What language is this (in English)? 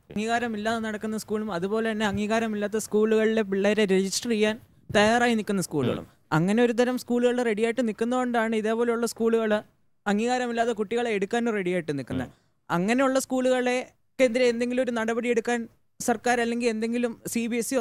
Malayalam